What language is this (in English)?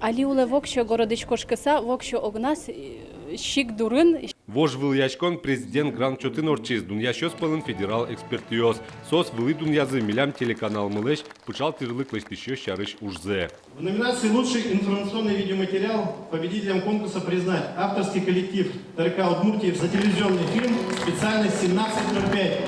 Udmurt